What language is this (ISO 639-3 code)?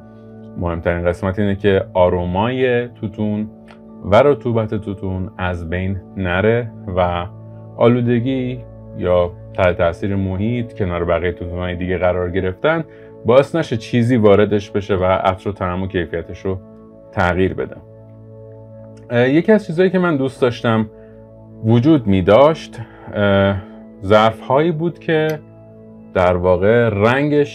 fas